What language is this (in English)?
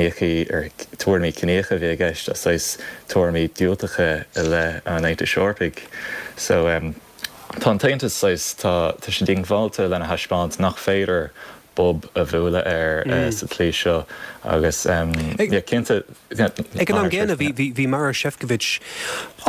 Irish